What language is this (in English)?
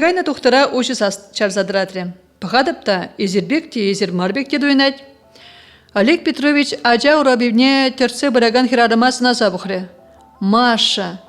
Chuvash